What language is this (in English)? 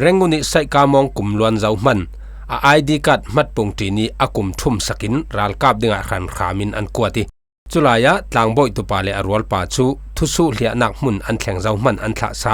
Falam Chin